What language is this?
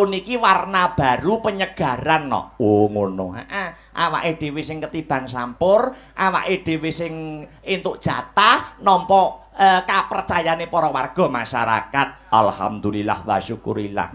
Javanese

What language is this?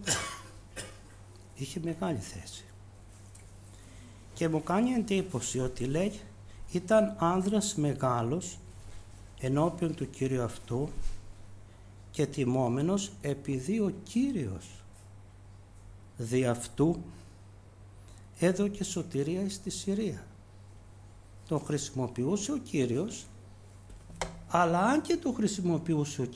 Greek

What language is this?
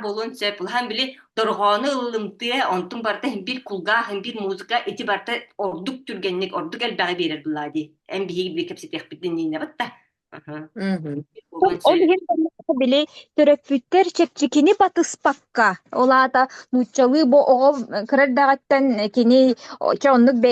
Yakut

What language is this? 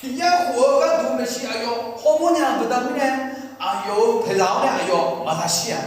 Akha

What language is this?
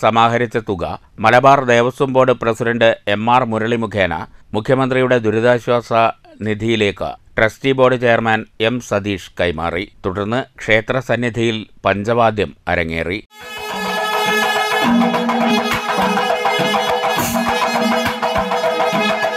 Malayalam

